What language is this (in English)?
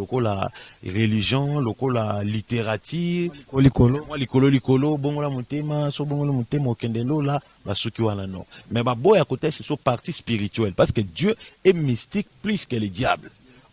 Lingala